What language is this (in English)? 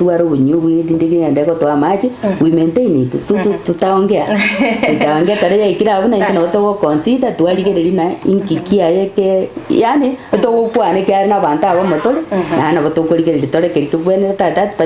Gusii